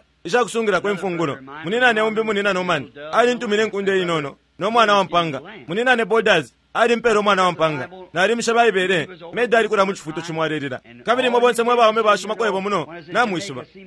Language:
Bemba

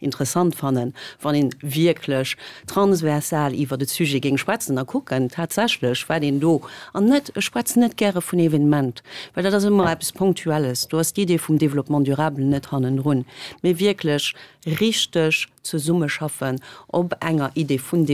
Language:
Luxembourgish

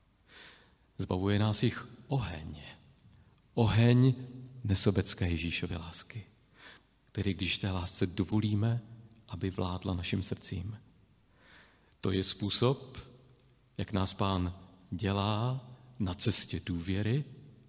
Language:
Czech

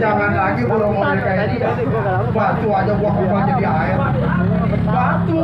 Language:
Betawi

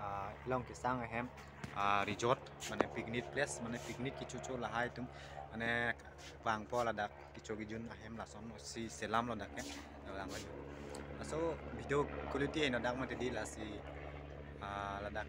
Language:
Karbi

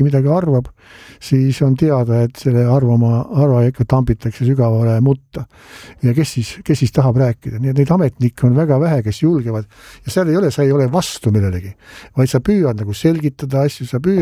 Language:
Estonian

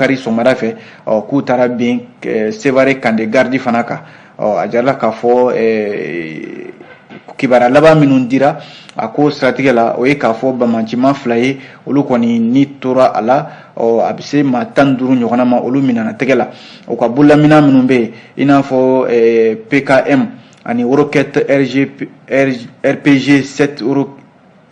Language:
Bambara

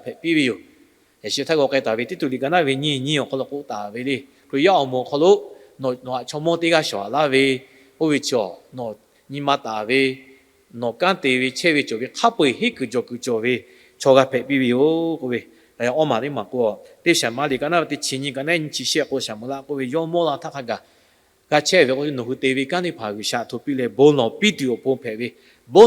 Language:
Lahu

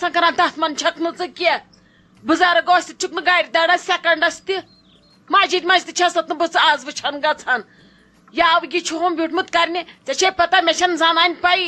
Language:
Kashmiri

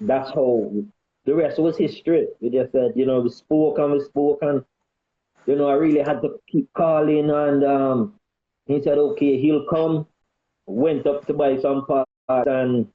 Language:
Jamaican Creole English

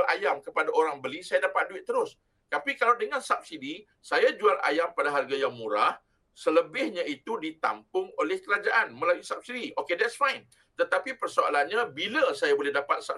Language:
Malay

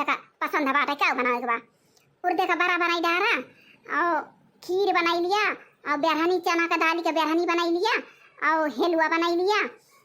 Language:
Awadhi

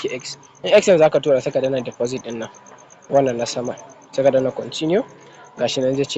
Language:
Hausa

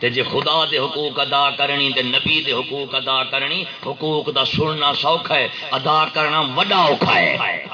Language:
Saraiki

